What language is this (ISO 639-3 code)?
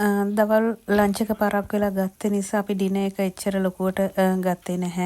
sin